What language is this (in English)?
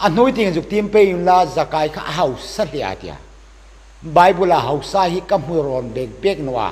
Hmar